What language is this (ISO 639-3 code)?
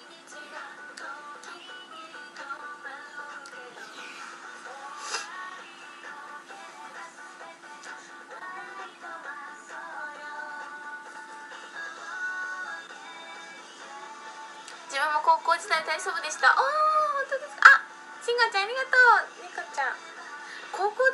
jpn